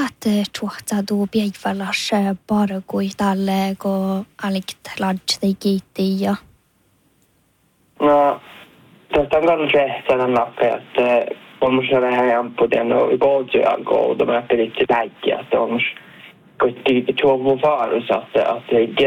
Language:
Northern Sami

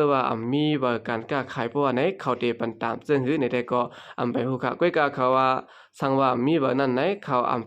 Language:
Shan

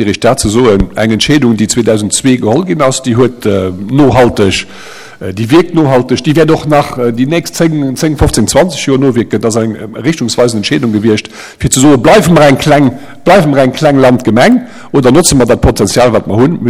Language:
Luxembourgish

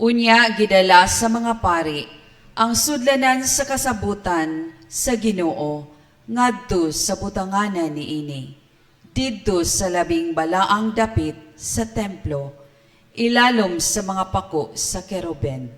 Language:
Cebuano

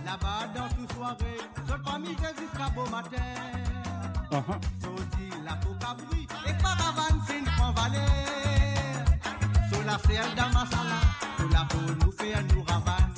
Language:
Morisyen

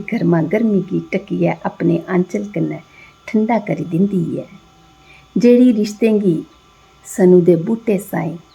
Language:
Dogri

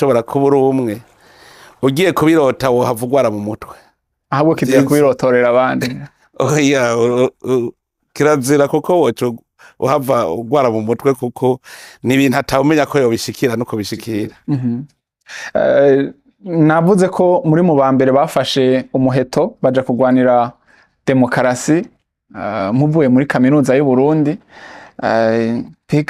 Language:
Rundi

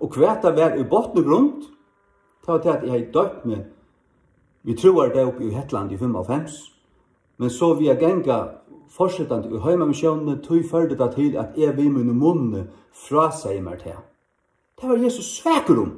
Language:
Faroese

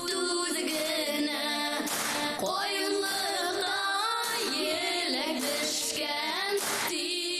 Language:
Bashkir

